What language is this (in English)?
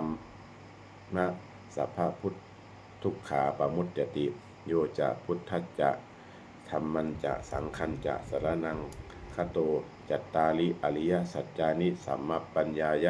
Pali